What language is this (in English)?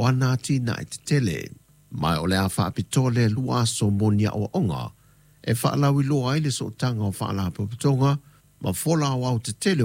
Samoan